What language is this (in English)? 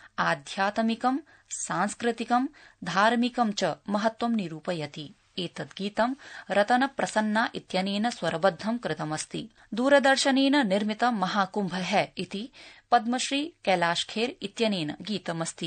Sanskrit